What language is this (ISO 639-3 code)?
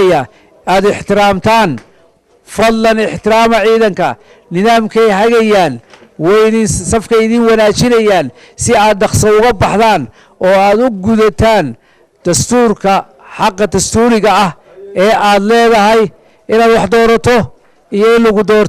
som